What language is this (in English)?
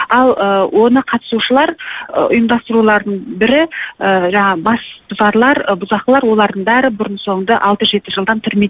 Kazakh